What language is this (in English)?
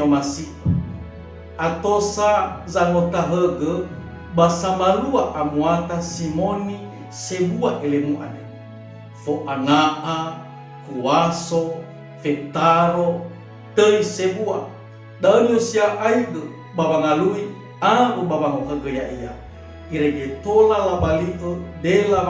Nias